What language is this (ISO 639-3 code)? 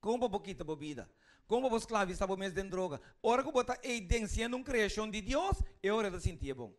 pap